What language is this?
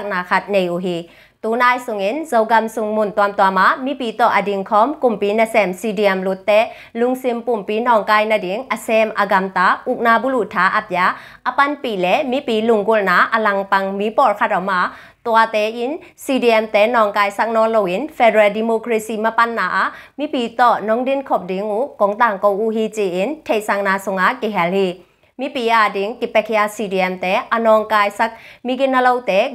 Tedim Chin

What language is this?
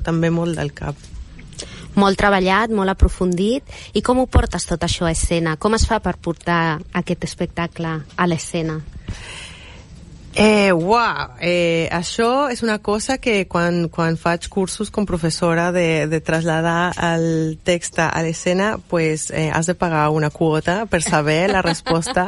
Catalan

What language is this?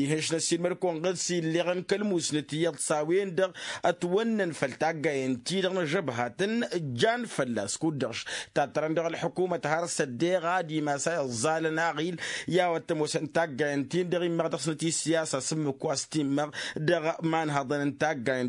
Tamasheq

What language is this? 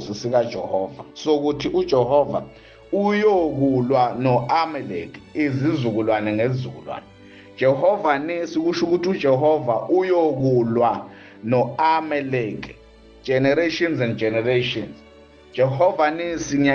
Zulu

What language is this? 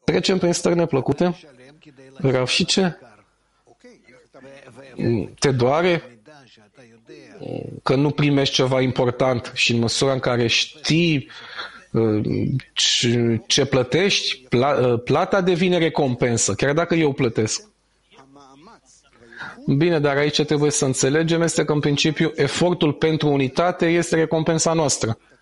Romanian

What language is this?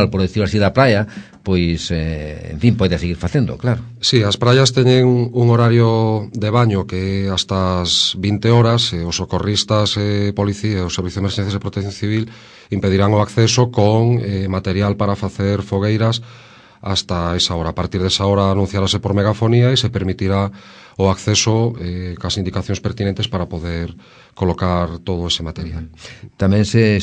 Galician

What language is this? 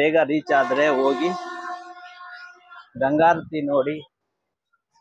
Kannada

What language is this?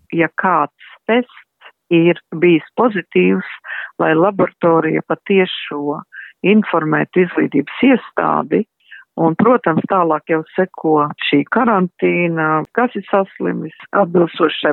Latvian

